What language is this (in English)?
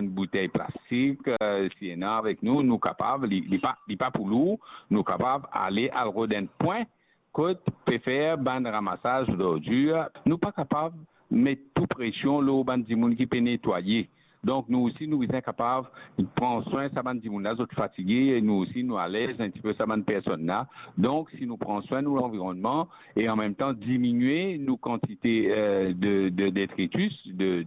Morisyen